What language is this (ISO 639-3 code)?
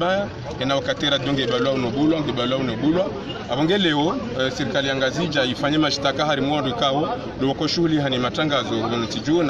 zdj